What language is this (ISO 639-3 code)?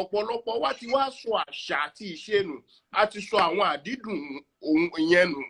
yor